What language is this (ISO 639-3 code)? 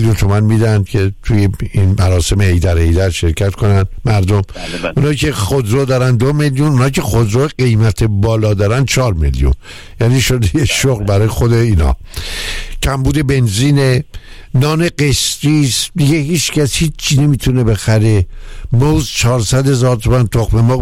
fas